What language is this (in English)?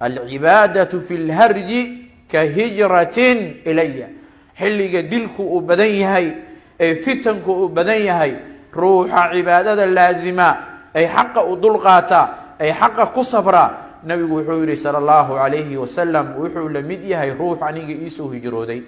Somali